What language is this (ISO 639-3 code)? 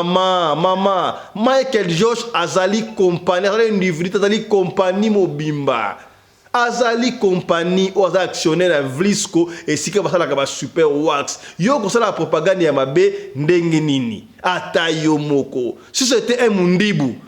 lin